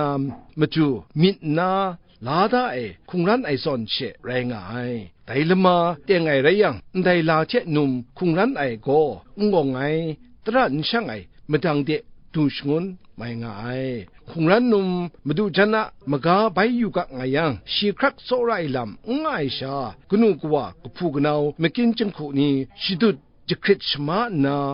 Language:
Kachin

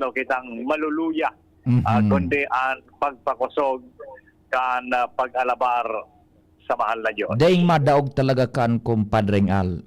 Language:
Bikol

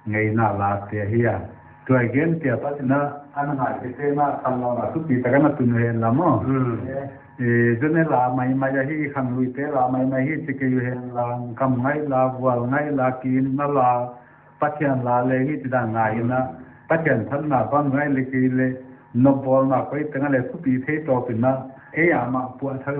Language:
Paite Chin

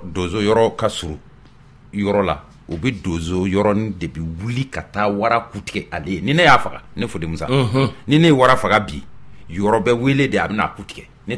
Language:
Bambara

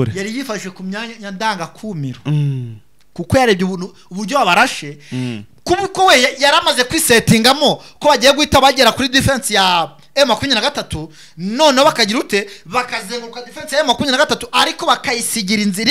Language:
Kinyarwanda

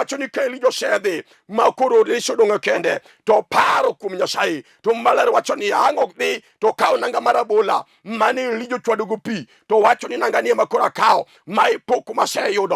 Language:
Luo (Kenya and Tanzania)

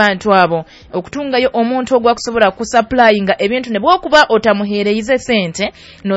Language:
Nyoro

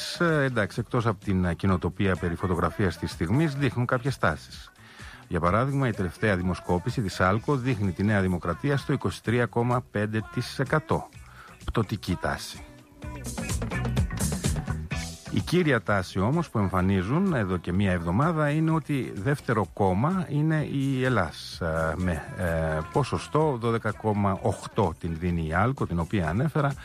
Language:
Greek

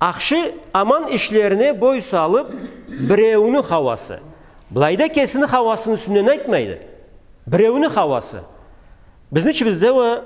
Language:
Karachay-Balkar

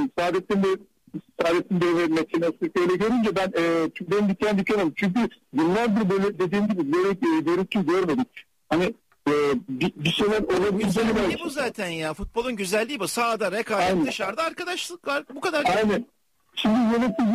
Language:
Turkish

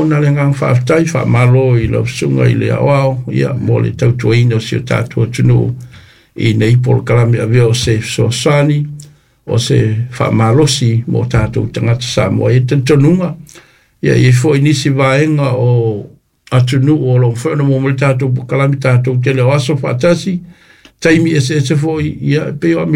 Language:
Samoan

